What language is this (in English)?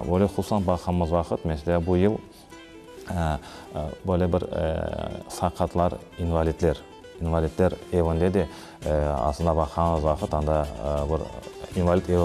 Crimean Tatar